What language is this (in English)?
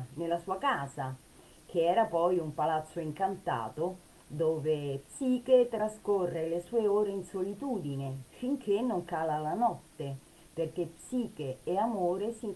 Italian